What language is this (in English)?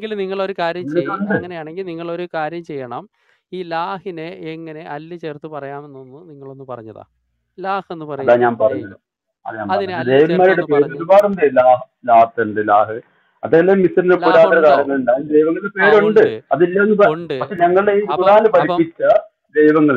Malayalam